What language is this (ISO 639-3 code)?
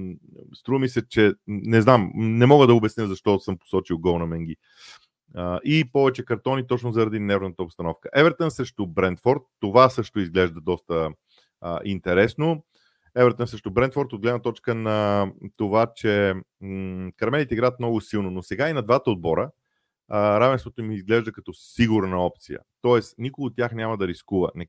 bul